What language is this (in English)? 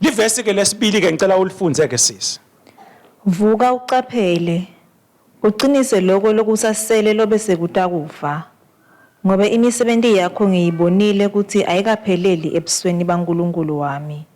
Swati